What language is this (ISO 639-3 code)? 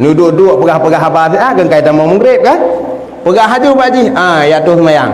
ace